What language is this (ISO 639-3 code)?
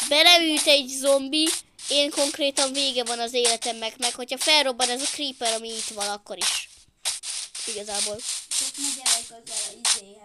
hun